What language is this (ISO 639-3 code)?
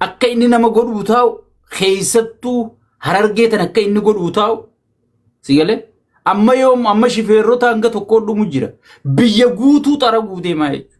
orm